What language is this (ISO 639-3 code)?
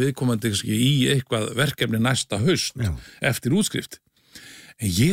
isl